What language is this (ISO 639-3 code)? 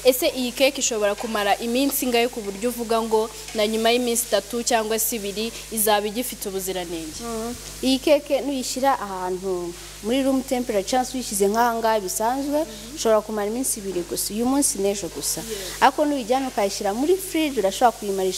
kin